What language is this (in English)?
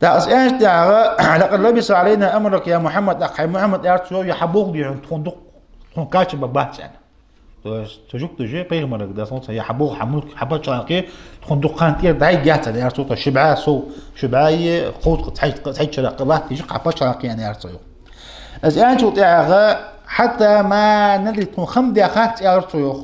Ingush